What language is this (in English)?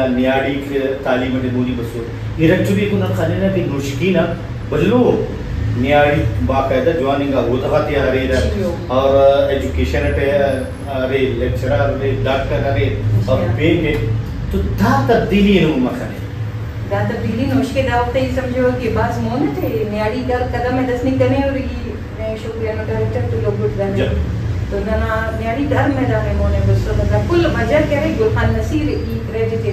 Brahui